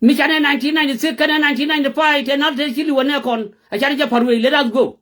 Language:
Nuer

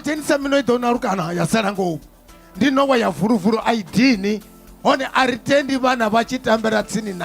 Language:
Venda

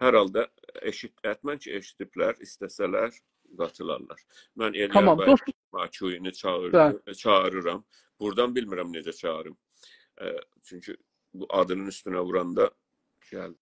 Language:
South Azerbaijani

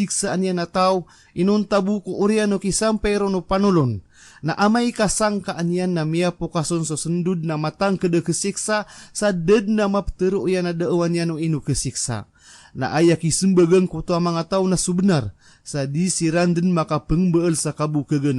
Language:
Maranao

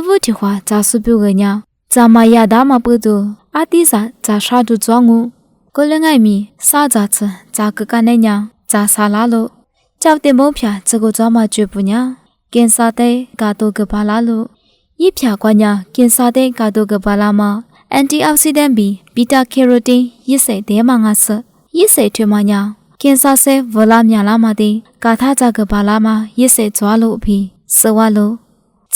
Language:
Lisu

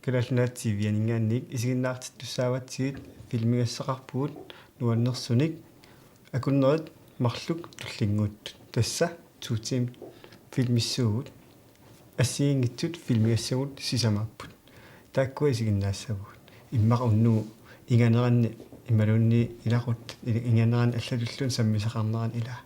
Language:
Kalaallisut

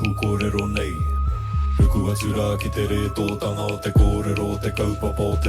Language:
Māori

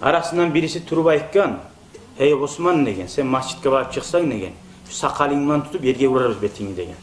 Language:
Kumyk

